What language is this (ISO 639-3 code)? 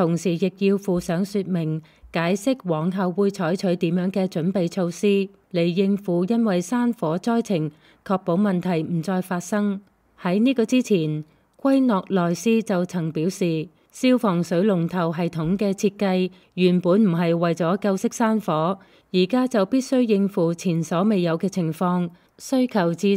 yue